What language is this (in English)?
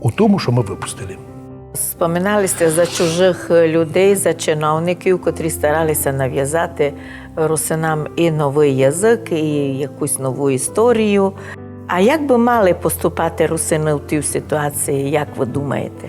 Rusyn